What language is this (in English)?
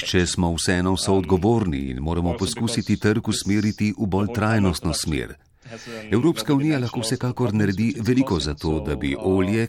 Slovenian